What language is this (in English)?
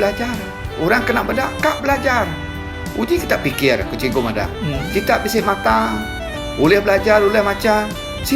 Iban